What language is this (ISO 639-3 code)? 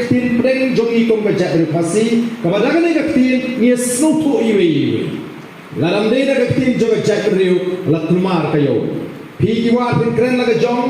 kha